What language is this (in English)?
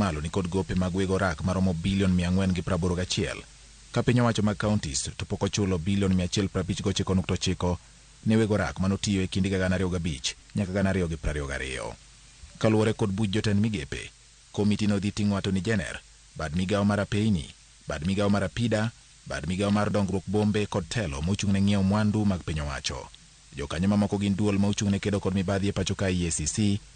Luo (Kenya and Tanzania)